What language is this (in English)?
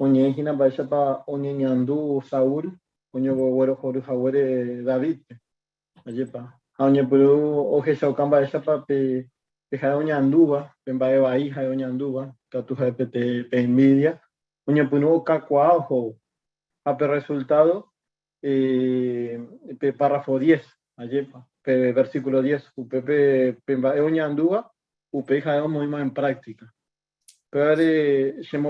Guarani